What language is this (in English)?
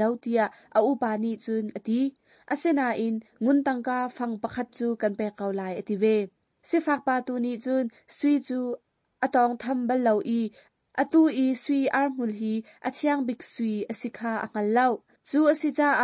Hakha Chin